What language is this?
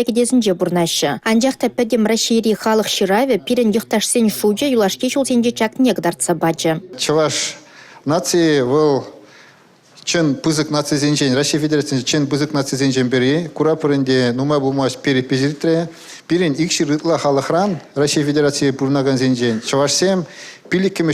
Chuvash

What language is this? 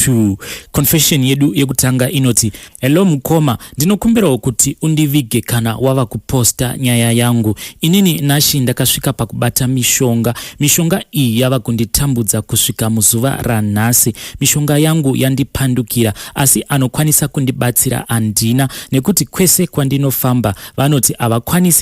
Shona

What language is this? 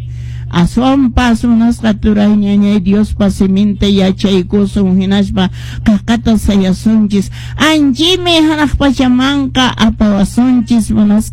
Quechua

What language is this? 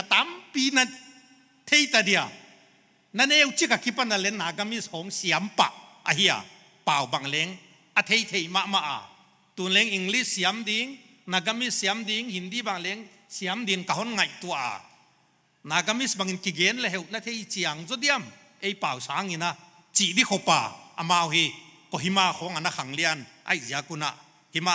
Paite Chin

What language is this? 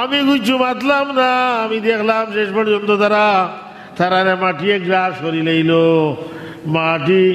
Sylheti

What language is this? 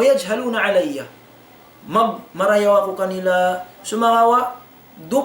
Tausug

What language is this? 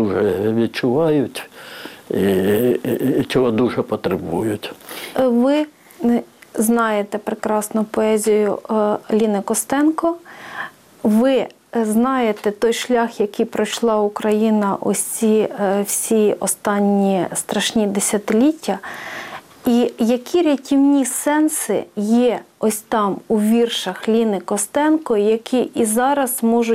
Ukrainian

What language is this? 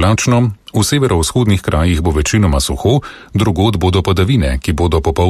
Slovenian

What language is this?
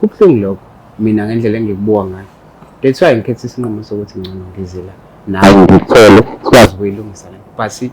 Zulu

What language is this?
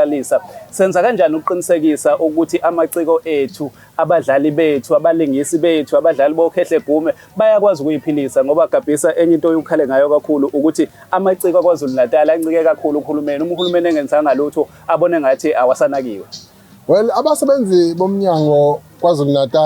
Zulu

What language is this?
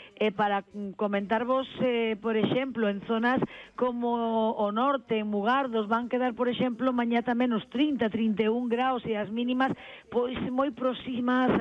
Galician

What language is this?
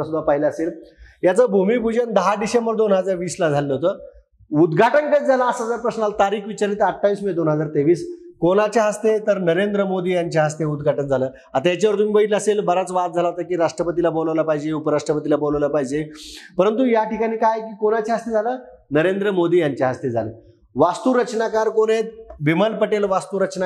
Marathi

